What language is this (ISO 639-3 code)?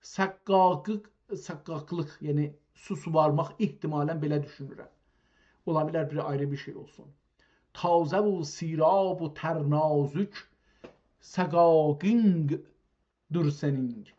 azb